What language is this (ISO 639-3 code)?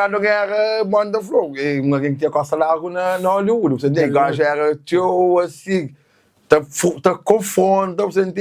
kea